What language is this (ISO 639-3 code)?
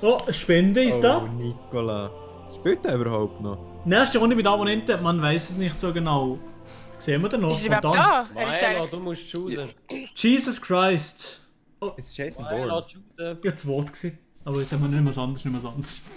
gsw